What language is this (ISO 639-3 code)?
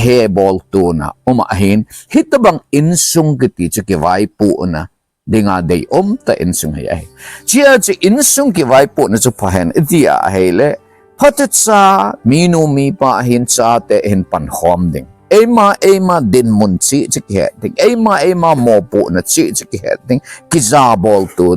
tcz